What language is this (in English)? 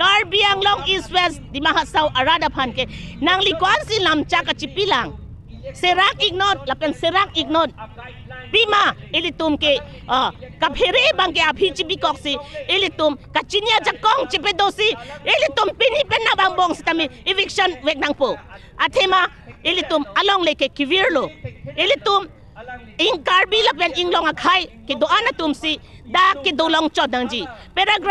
Karbi